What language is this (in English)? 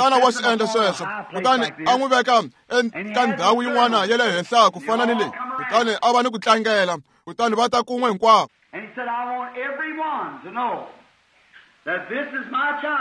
Tsonga